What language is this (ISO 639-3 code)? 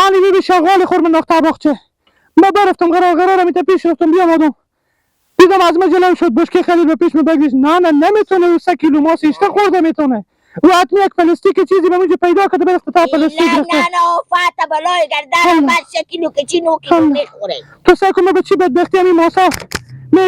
fas